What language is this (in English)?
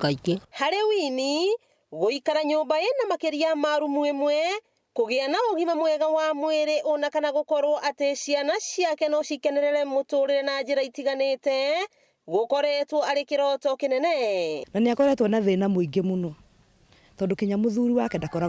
Kikuyu